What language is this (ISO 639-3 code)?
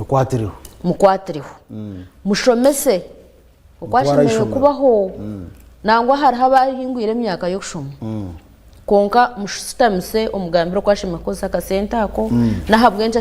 nyn